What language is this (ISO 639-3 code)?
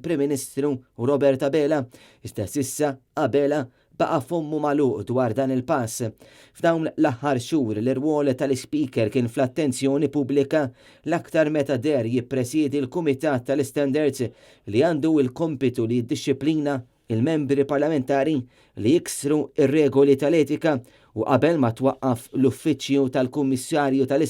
mlt